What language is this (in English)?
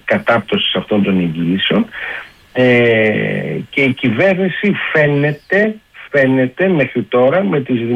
Greek